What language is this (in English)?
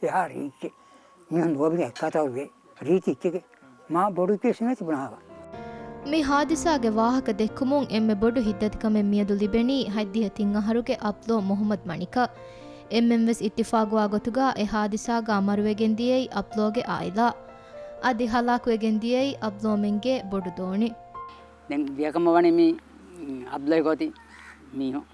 Divehi